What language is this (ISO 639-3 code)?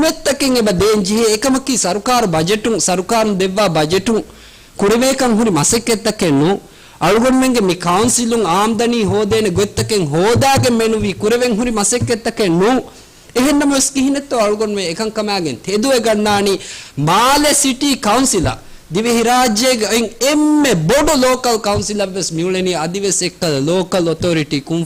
div